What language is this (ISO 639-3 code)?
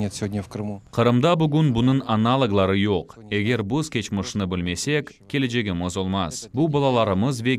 crh